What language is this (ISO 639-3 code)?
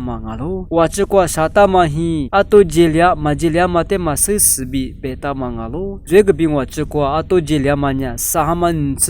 lis